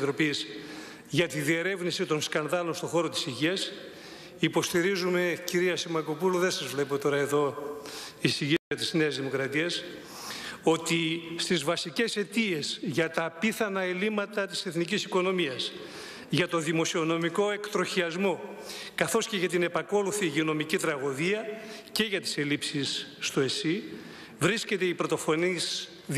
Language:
Greek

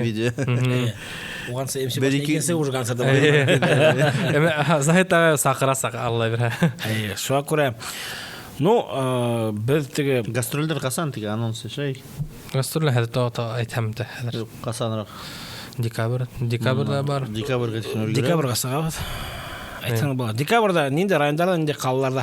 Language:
Bashkir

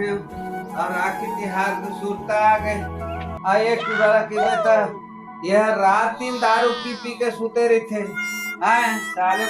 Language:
Chhattisgarhi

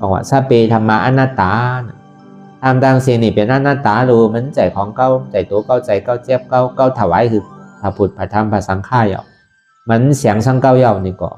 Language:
Shan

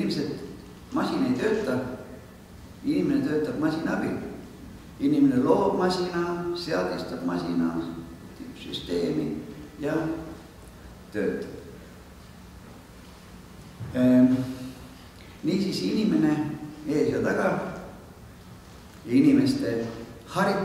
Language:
Estonian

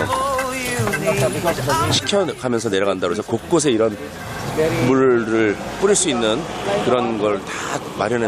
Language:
Korean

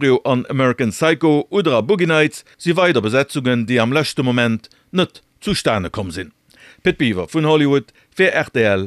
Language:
Luxembourgish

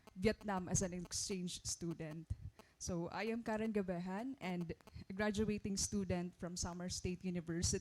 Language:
Waray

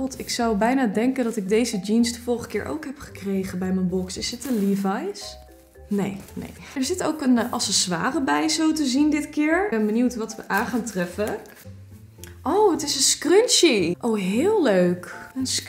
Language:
Dutch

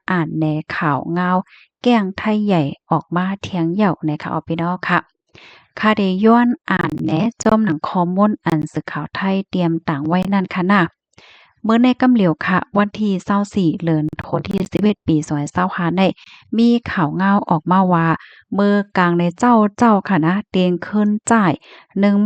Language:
Shan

